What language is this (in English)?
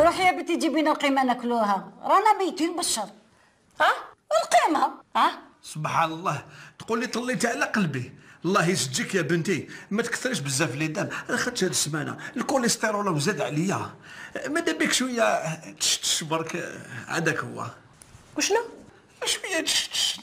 Algerian Arabic